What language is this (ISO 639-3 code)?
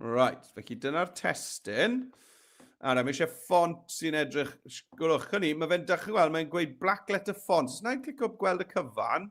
cym